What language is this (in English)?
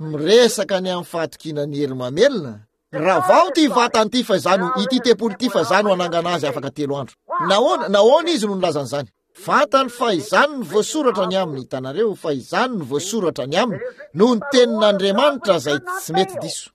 Malagasy